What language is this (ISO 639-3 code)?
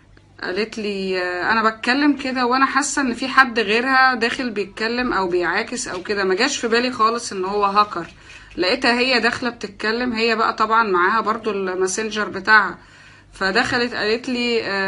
arz